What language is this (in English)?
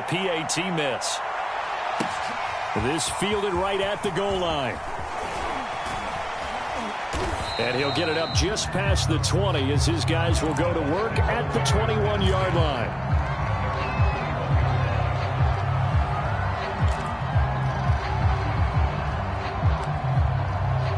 English